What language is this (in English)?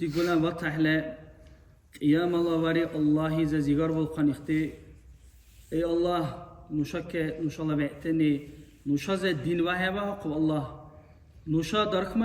Dargwa